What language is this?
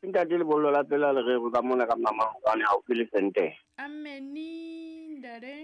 Southern Sotho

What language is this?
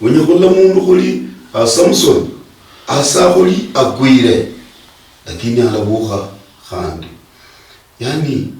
Luyia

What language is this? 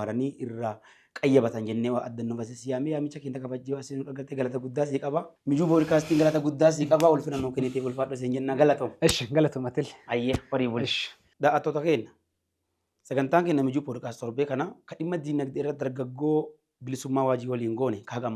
Oromo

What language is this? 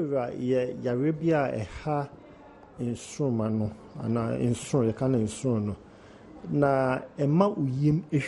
Akan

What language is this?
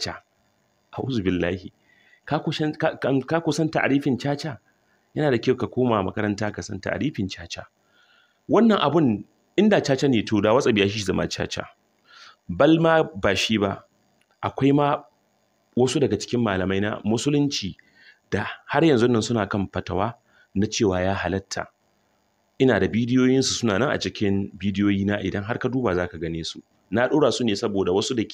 Hausa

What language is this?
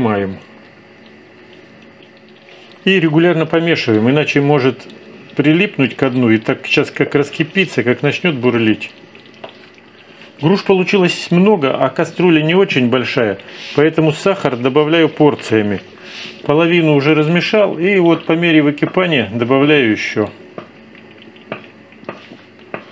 Russian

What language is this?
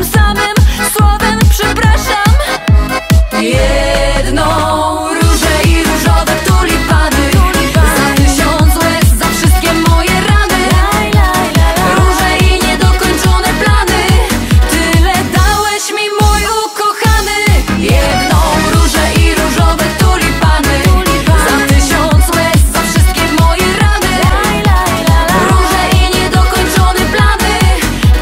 Polish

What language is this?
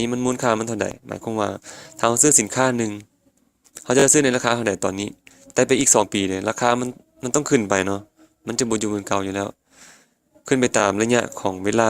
Lao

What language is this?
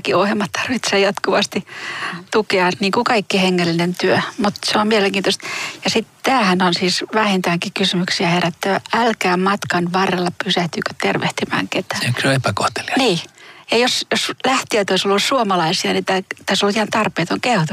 Finnish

